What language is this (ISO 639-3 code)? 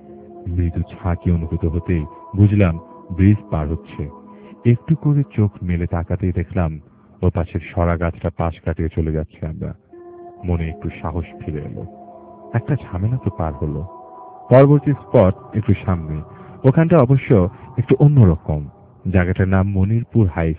ben